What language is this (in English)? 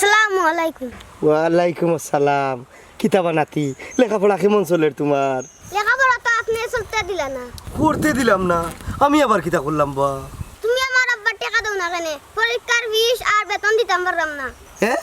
Sylheti